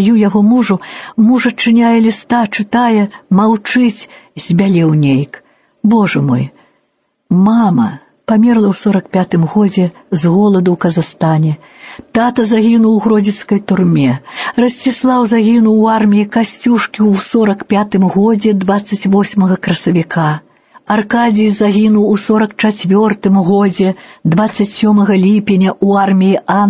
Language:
Belarusian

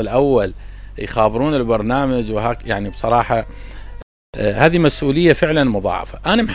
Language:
Mesopotamian Arabic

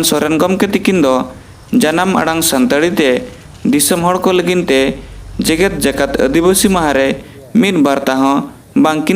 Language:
Santali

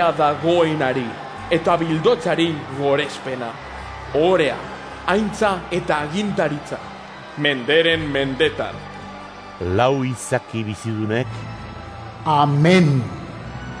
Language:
Basque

